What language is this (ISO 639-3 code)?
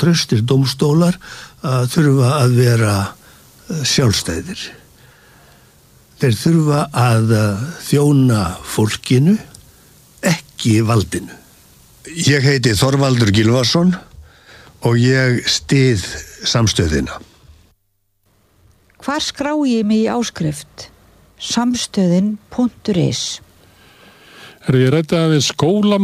isl